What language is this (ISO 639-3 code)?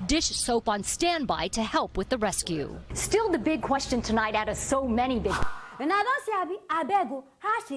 pcm